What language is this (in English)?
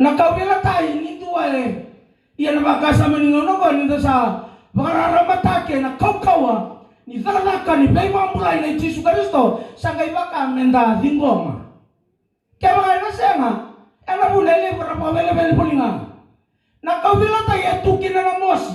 Fijian